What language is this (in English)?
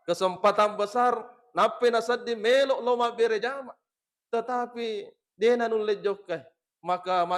Buginese